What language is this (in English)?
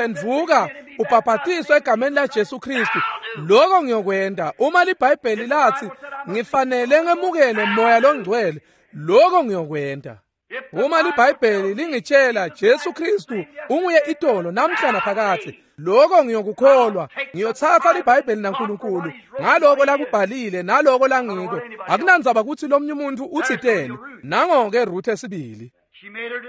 Swati